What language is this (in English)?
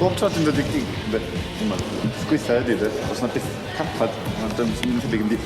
Welsh